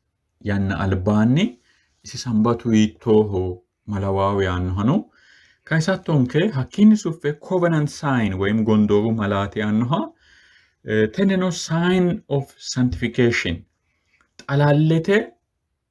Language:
Sidamo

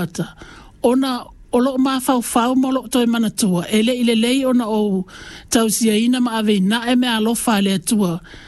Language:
Samoan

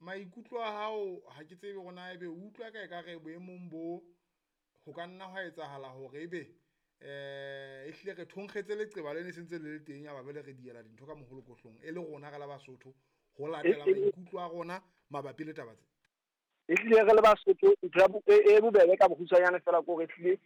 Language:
Southern Sotho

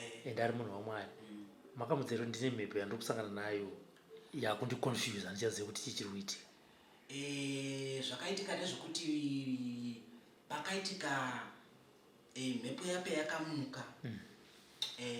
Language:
Shona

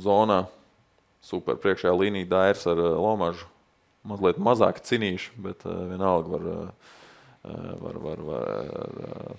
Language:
Latvian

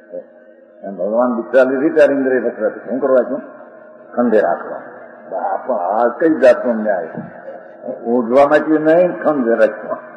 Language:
Gujarati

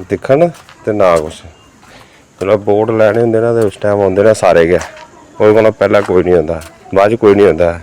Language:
Dogri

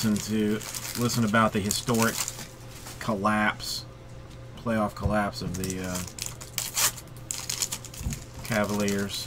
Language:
English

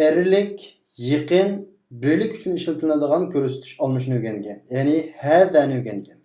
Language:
Uyghur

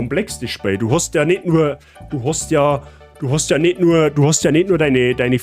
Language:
Bavarian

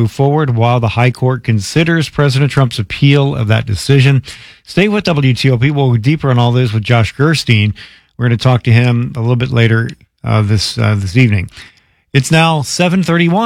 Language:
English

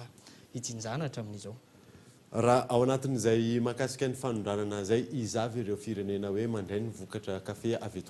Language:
Malagasy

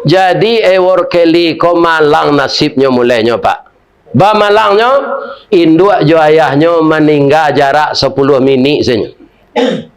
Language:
Minangkabau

